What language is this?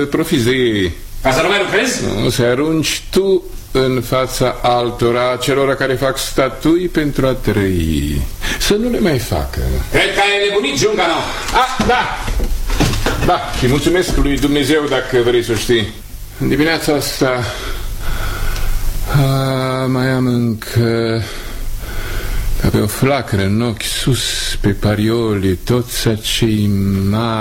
Romanian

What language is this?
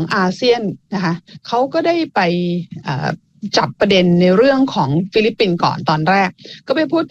Thai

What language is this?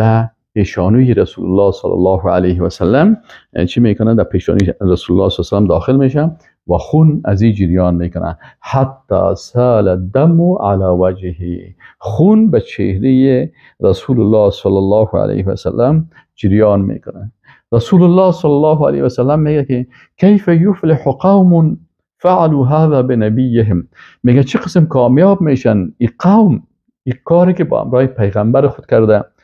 Persian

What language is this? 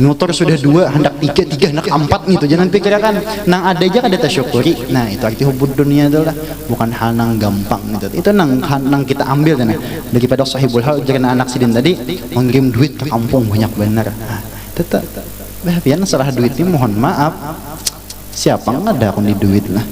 Banjar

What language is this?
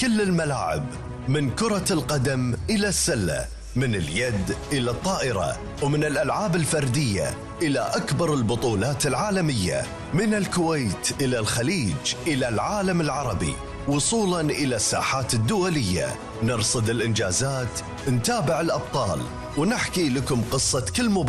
Arabic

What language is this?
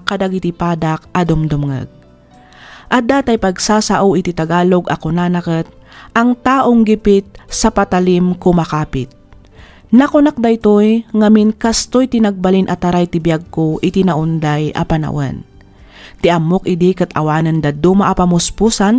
Iloko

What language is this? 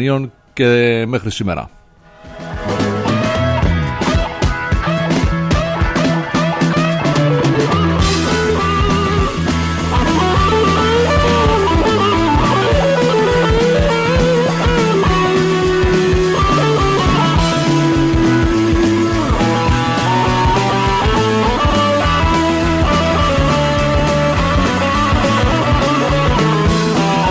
Greek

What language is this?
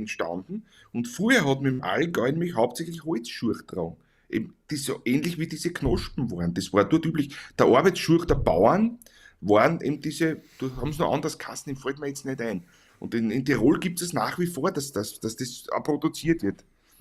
Bavarian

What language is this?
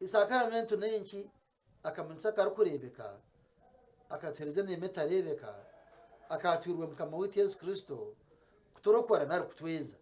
Nyankole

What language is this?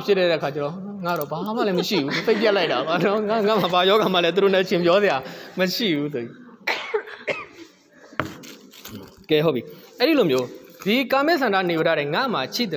Burmese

